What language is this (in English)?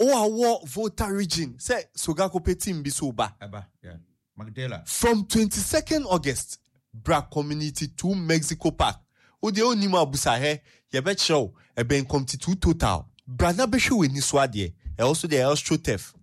Akan